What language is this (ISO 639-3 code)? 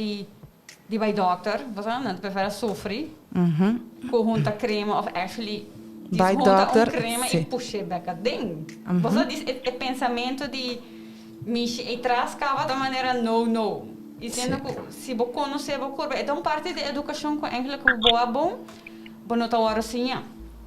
pap